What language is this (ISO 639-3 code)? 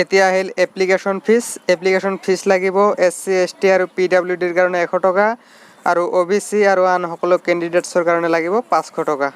asm